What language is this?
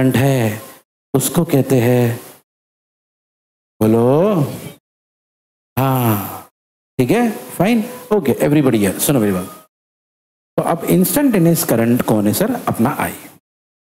Hindi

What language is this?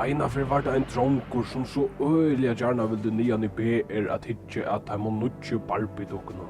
Faroese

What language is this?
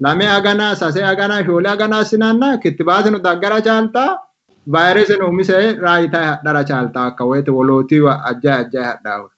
Sidamo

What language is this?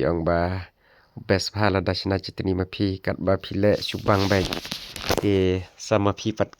Khasi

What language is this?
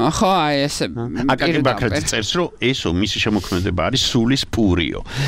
Georgian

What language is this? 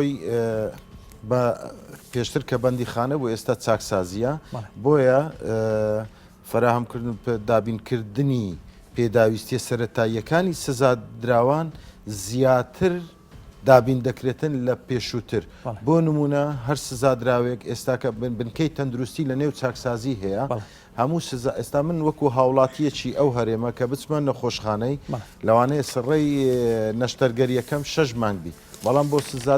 Central Kurdish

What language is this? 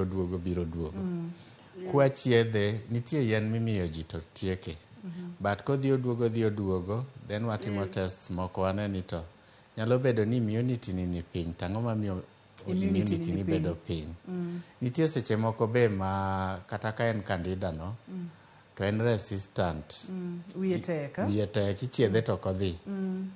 Luo (Kenya and Tanzania)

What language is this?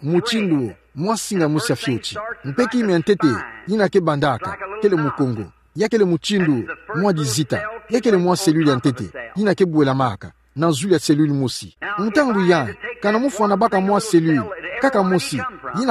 Kituba (Democratic Republic of Congo)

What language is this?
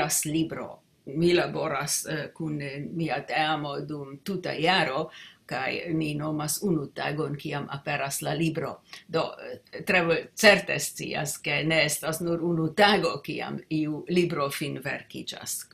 Esperanto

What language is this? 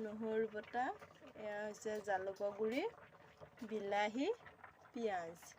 Assamese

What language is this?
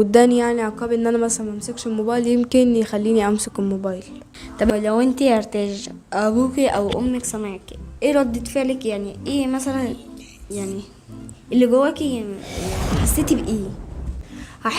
Egyptian Arabic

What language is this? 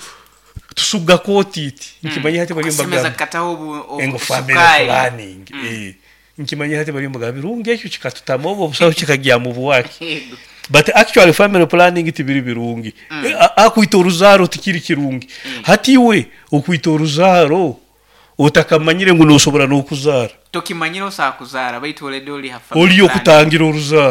Nyoro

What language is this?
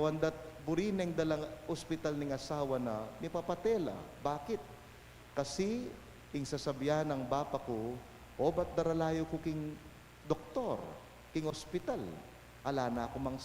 Pampanga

